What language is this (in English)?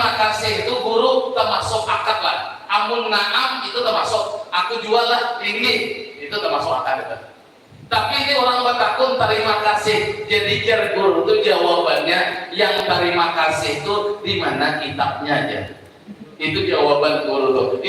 Banjar